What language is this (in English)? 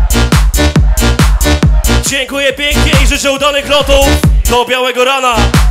Polish